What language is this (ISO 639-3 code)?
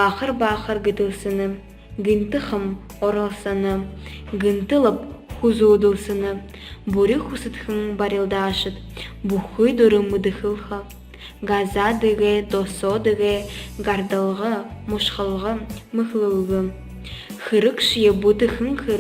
bua